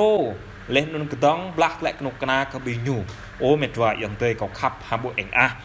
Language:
Jarai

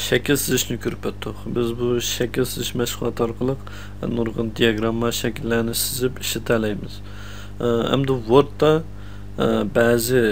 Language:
Uyghur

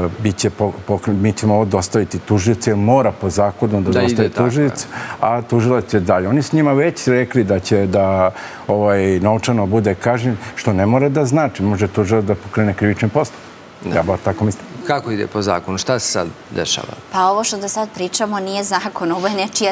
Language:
Serbian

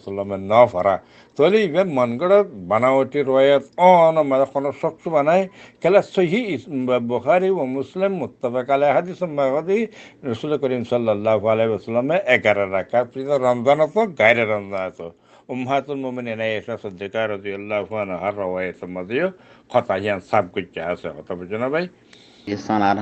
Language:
Rohingya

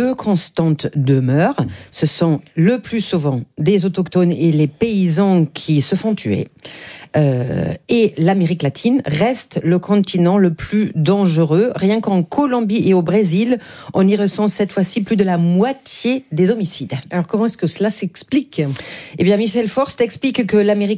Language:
French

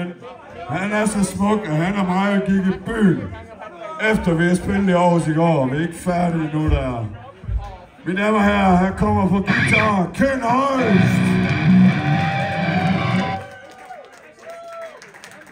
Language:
Danish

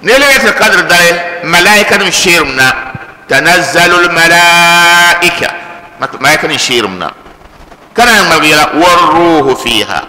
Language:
Dagbani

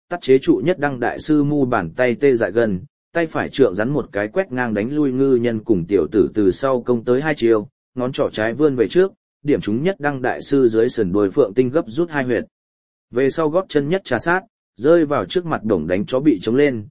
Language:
Vietnamese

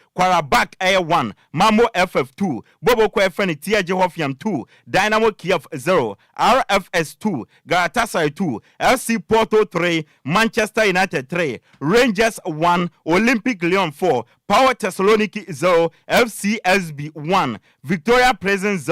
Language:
Akan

